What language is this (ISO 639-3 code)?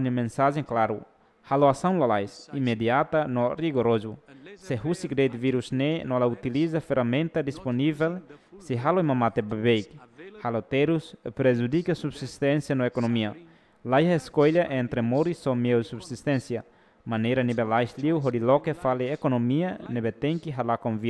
tet